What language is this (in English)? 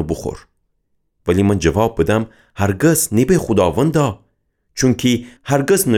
Gilaki